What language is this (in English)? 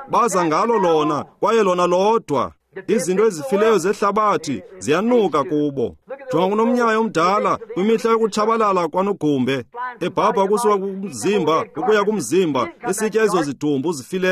Xhosa